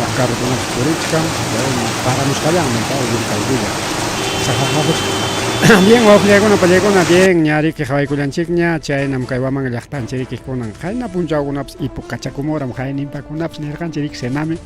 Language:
Ayacucho Quechua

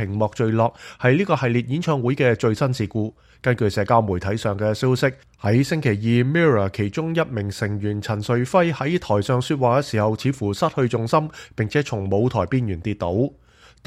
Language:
Cantonese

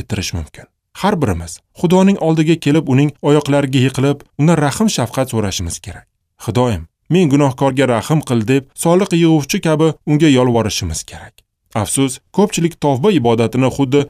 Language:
Uzbek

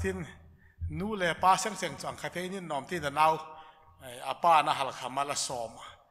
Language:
Hmar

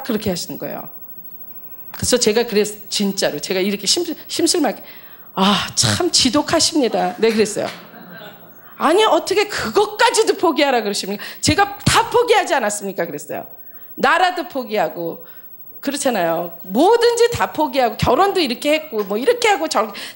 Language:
Korean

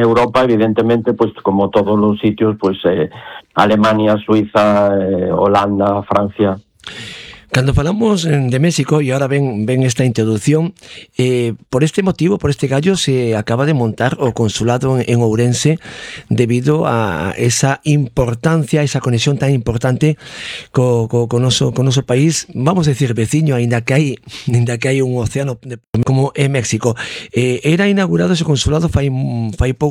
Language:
Galician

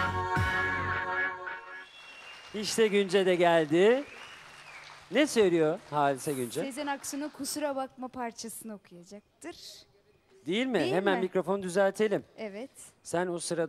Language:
Turkish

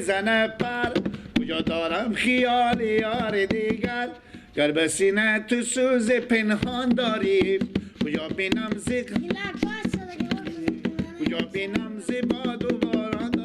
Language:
Persian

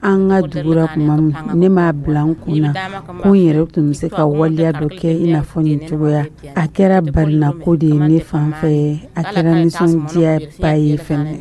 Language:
Dyula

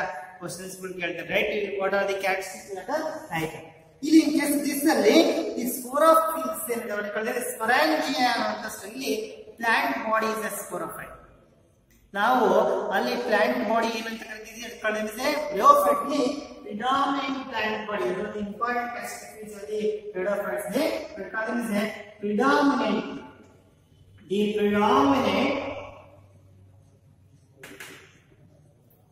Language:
Kannada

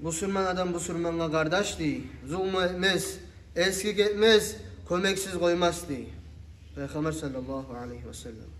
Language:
Kumyk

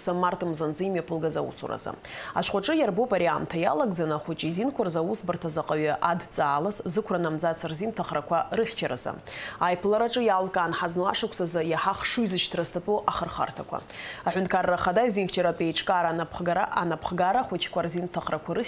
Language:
Abkhazian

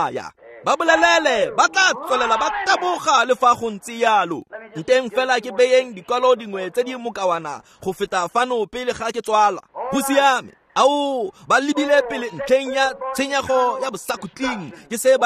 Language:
Tswana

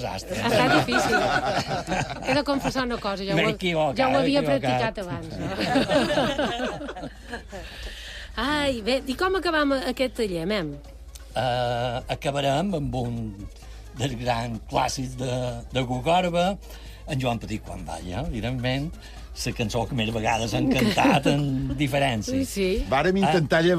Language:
Catalan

